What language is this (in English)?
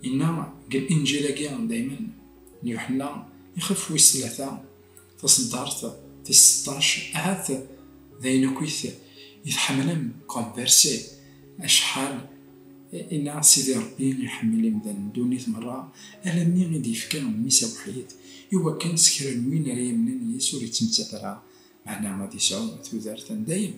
Kabyle